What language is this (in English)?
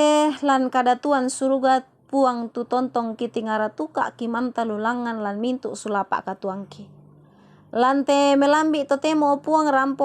Toraja-Sa'dan